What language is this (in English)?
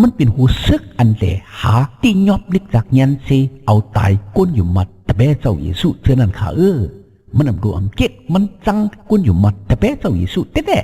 Shan